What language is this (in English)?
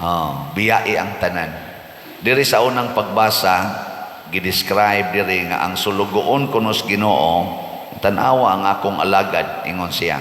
Cebuano